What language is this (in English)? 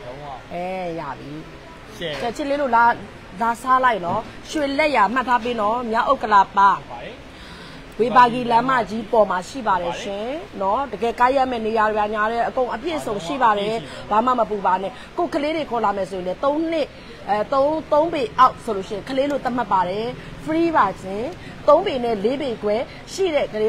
Burmese